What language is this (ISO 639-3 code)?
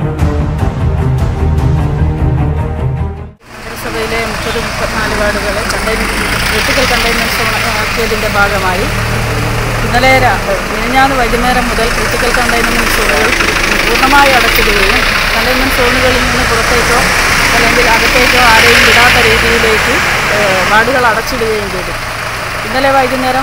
mal